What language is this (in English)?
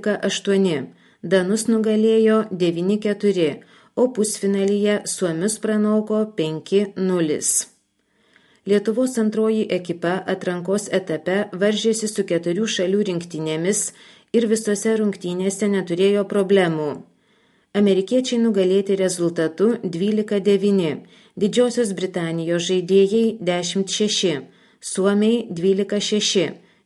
Lithuanian